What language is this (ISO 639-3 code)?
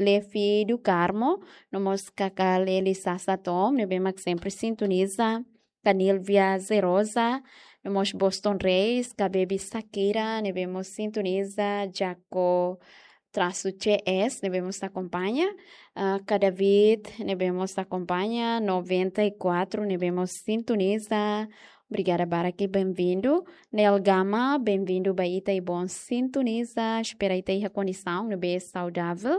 tet